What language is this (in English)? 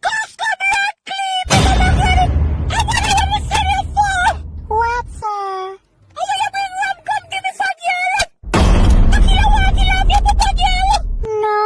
Jamaican Creole English